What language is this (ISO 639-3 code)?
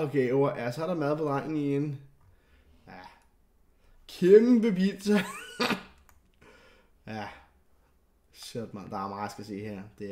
dan